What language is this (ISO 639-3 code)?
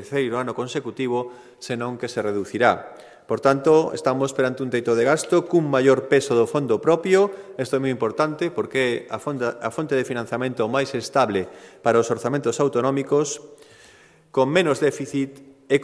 glg